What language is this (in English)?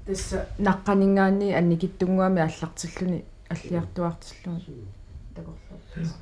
Kalaallisut